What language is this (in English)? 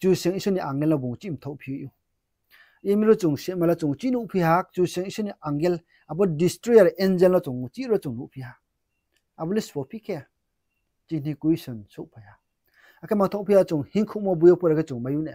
Riang (India)